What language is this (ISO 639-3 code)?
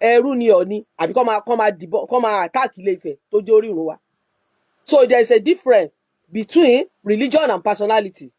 yor